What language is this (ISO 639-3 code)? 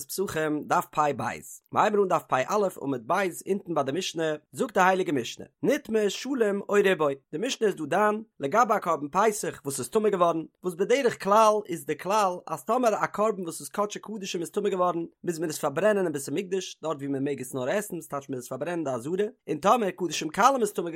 yid